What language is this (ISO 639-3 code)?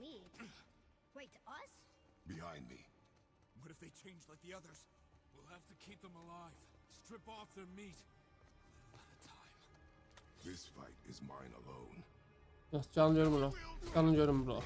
azb